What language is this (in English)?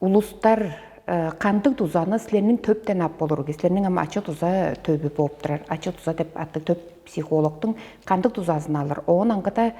Tuvinian